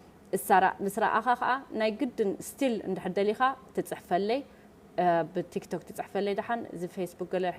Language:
Tigrinya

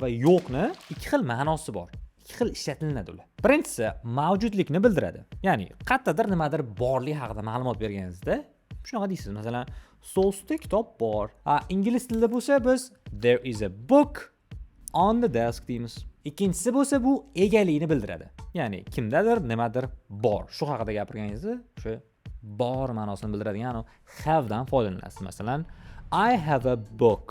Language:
Uzbek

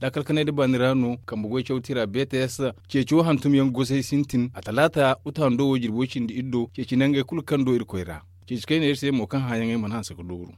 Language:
Zarma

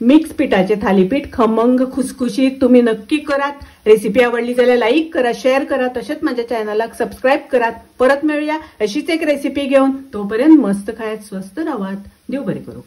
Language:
Konkani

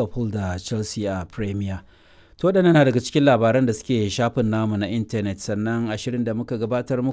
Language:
Hausa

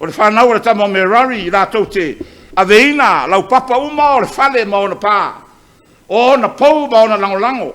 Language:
Samoan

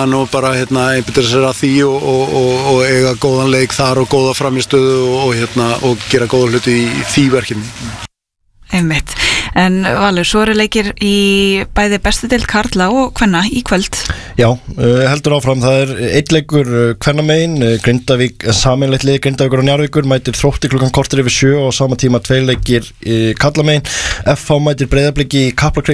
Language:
Icelandic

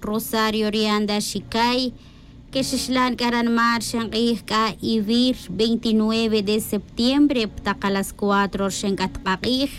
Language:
Tz'utujil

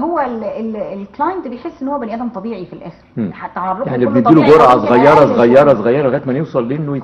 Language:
Egyptian Arabic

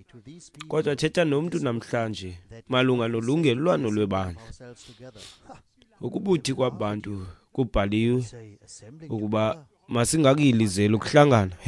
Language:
Xhosa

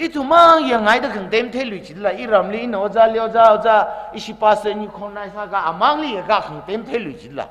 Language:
Tangkhul Naga (India)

